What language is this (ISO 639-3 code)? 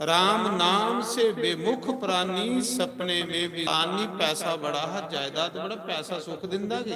doi